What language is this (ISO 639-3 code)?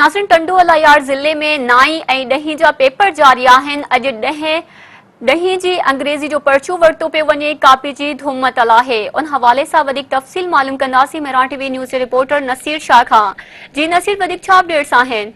snd